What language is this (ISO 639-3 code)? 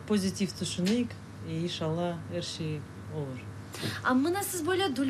crh